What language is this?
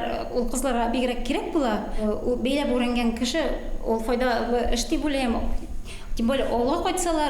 Bashkir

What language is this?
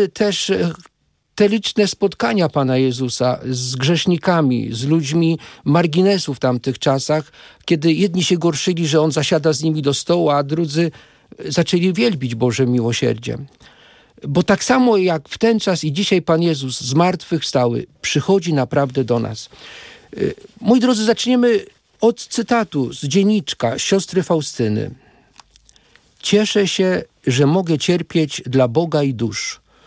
Polish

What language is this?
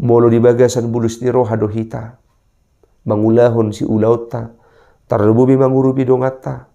Batak Toba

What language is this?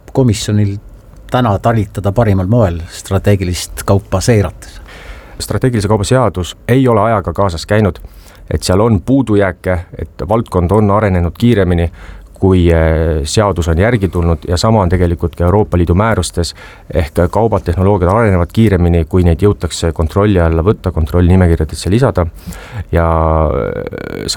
Estonian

